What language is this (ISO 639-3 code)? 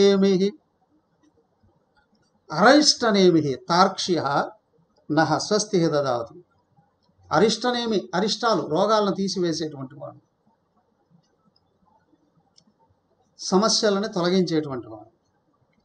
tel